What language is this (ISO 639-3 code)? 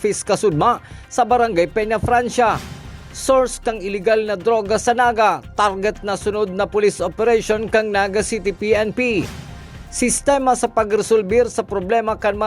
bik